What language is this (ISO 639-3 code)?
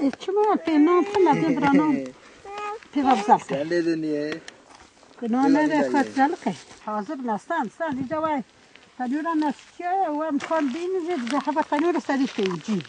kur